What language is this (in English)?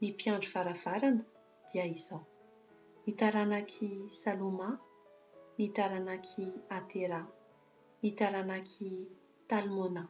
Malagasy